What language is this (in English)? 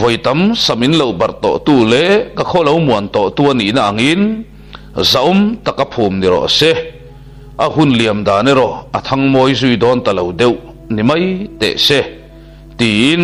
Mizo